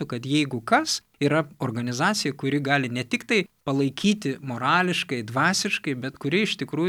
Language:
Lithuanian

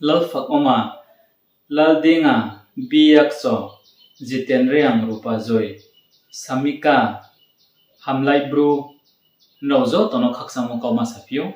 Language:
Riang (India)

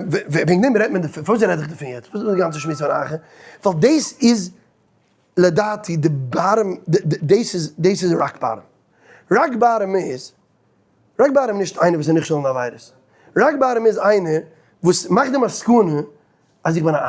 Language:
Yiddish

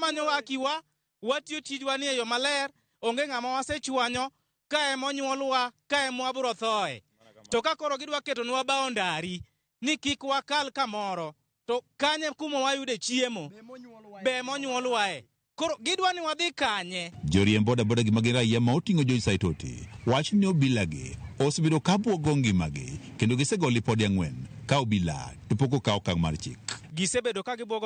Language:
Luo (Kenya and Tanzania)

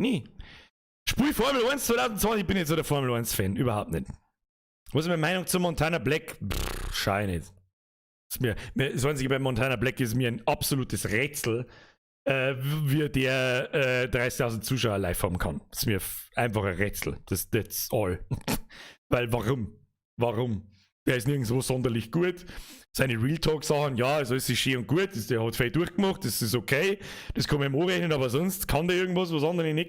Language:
Bavarian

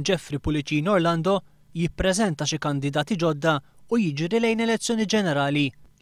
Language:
Maltese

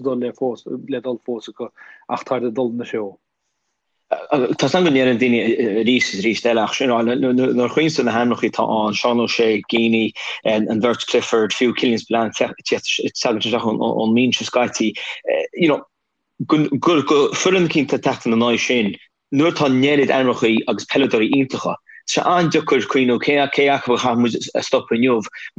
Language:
Irish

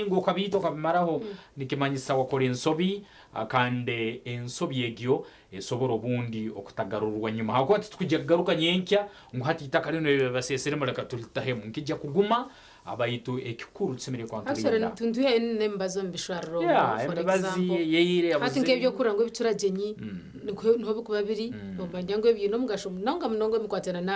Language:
Nyankole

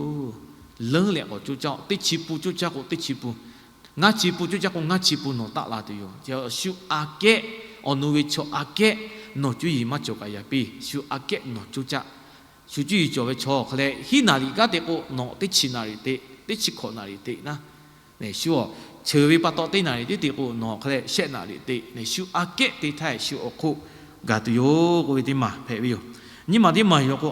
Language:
Lahu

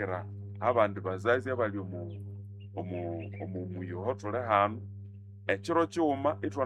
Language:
Nande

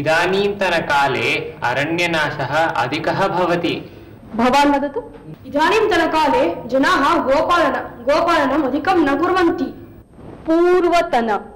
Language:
Sanskrit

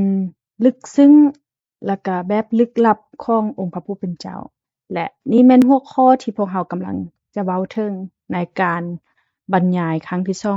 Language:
Lao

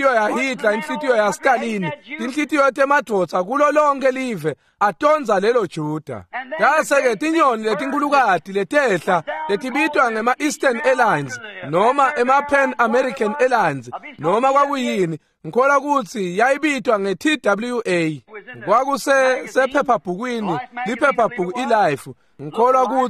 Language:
Swati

